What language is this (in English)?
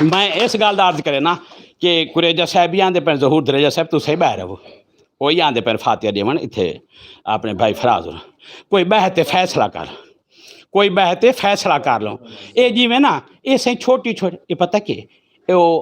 Western Panjabi